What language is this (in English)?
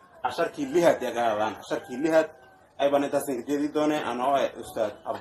Somali